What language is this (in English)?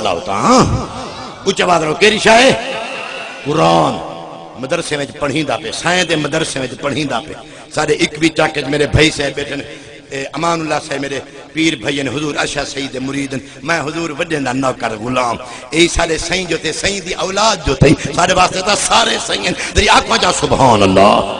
Saraiki